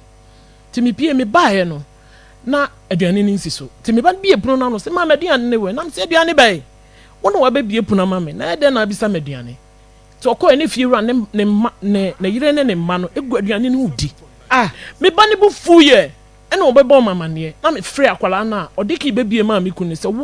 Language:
Akan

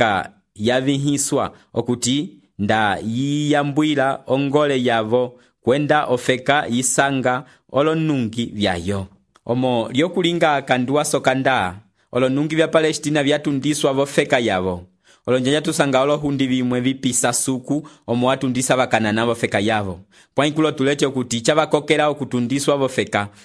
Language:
Umbundu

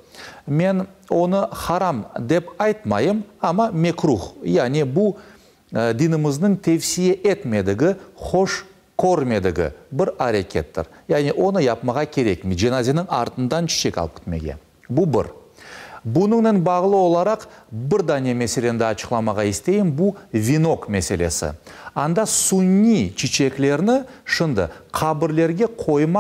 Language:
Crimean Tatar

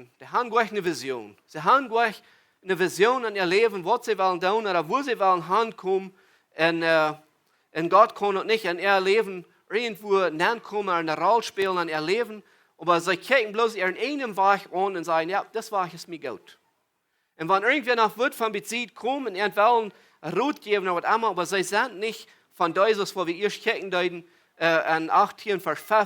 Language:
Plautdietsch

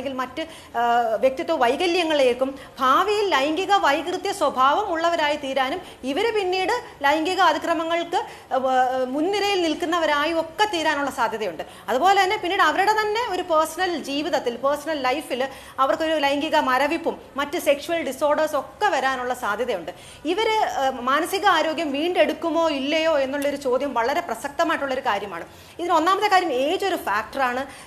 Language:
Malayalam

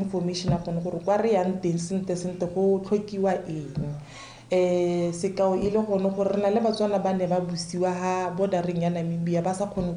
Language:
Tswana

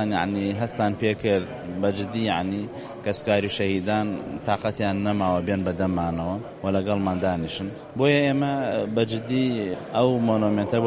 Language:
Central Kurdish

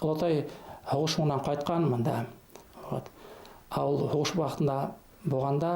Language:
Bashkir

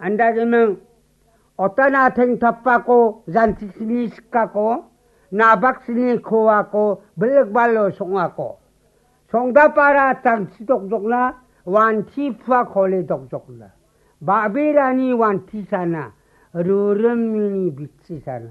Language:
Garo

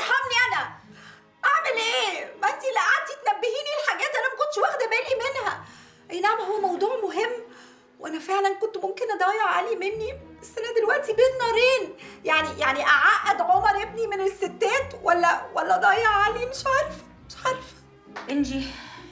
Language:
Egyptian Arabic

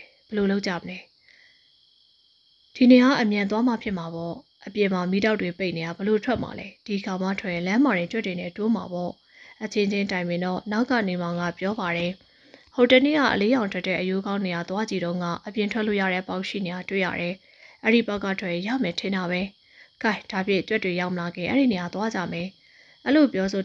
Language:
Burmese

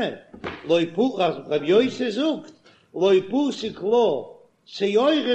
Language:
Yiddish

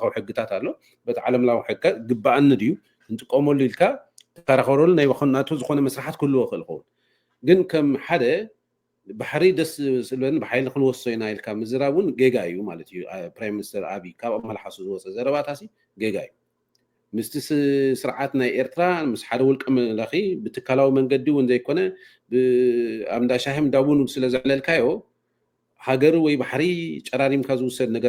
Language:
Tigrinya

